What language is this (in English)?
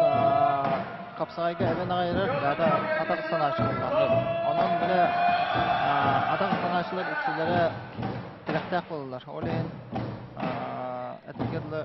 Yakut